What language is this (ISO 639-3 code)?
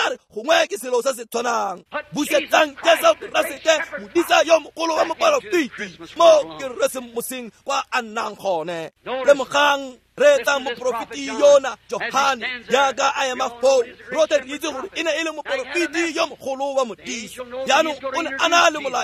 tsn